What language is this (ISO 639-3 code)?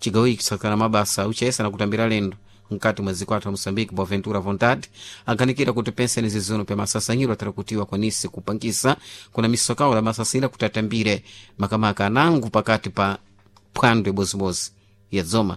seh